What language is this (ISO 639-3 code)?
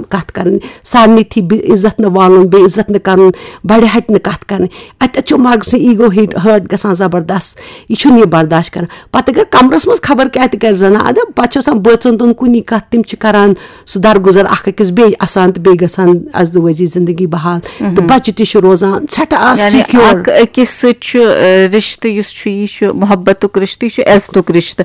kas